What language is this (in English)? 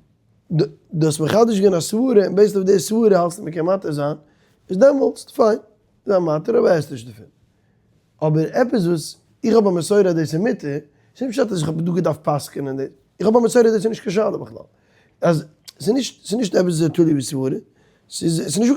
Yiddish